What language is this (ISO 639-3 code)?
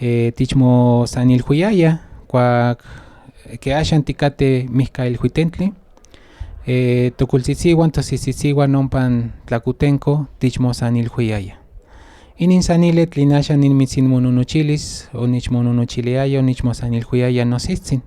nhn